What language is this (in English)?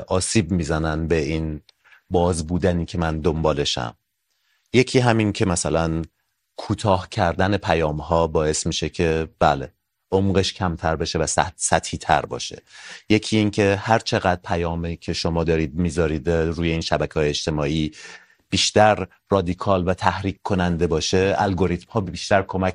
Persian